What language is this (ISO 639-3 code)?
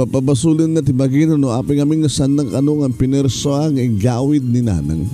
ilo